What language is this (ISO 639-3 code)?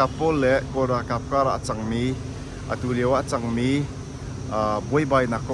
cnh